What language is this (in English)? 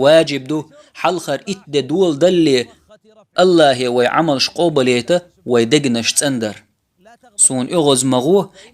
Chechen